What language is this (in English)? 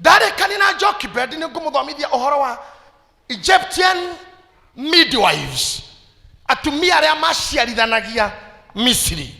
Kikuyu